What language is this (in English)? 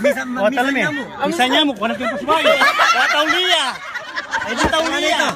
Pampanga